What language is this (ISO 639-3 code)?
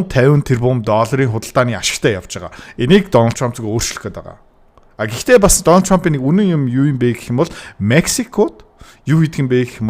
mon